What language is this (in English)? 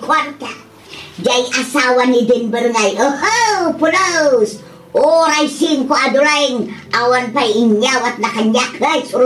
Iloko